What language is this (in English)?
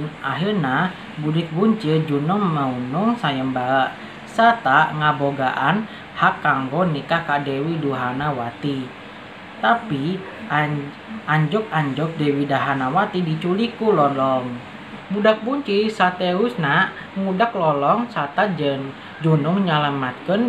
Sundanese